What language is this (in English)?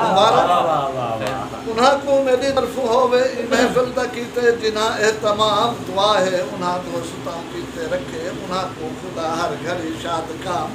Saraiki